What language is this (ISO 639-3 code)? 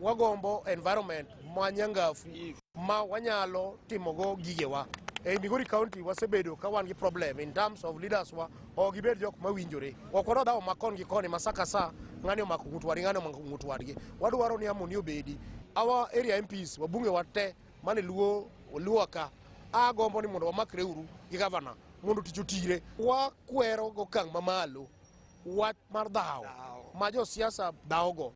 luo